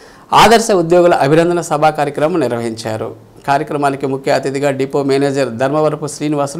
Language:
Telugu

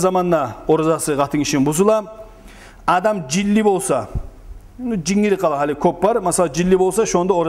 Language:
Kumyk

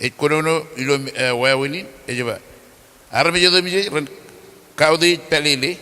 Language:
Marshallese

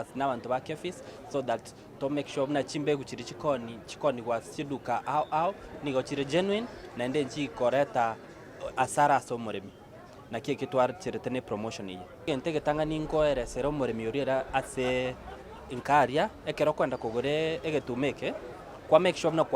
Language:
Gusii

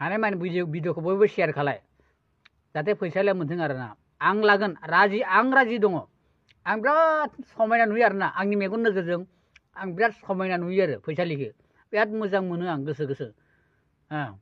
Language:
Bodo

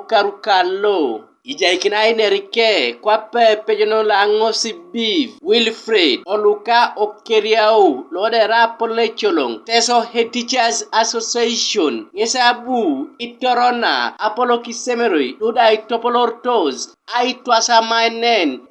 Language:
Teso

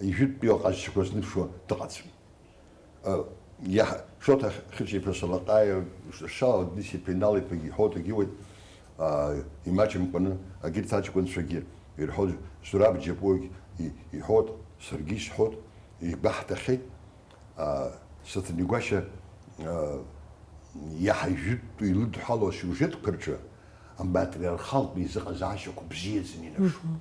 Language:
Abkhazian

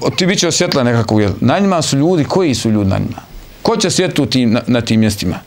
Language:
Bosnian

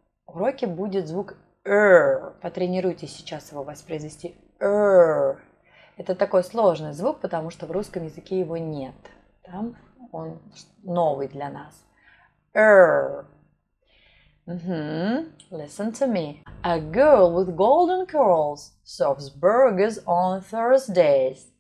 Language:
Russian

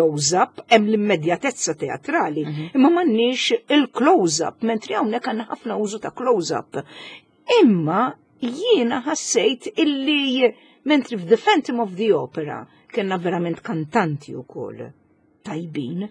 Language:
Maltese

